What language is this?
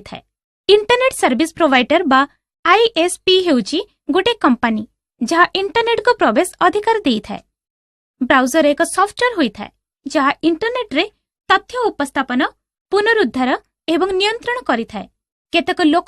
Odia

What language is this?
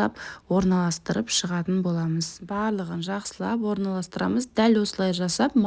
Kazakh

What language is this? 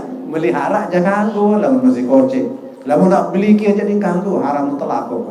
Sasak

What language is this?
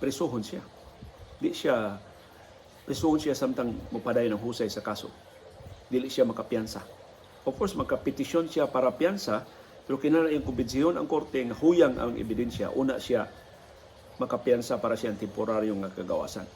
Cebuano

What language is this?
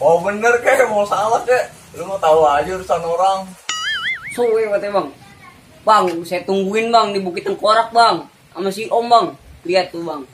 Betawi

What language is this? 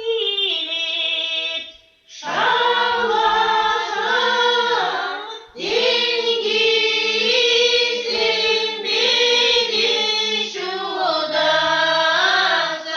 Chuvash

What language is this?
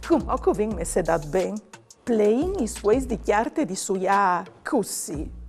Friulian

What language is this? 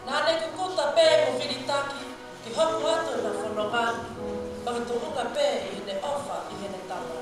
Tongan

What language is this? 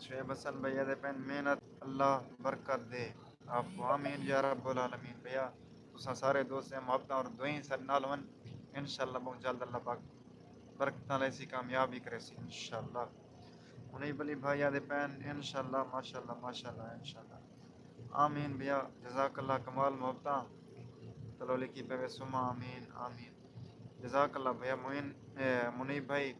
Saraiki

